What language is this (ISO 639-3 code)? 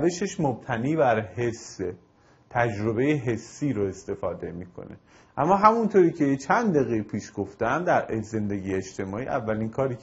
fas